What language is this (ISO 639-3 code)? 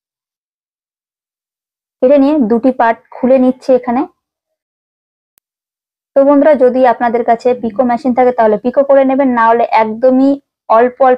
ben